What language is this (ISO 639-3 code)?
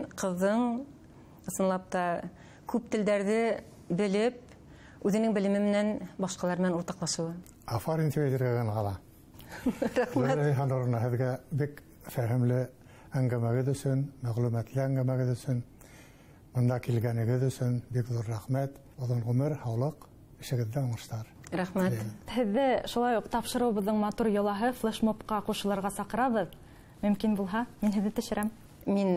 bak